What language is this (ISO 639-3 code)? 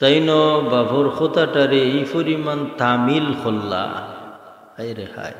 syl